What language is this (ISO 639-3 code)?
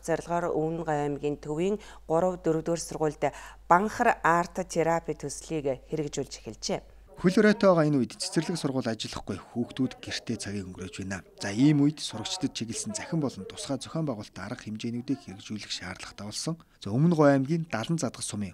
mon